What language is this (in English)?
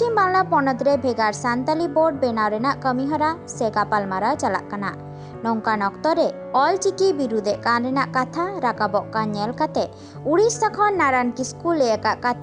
Santali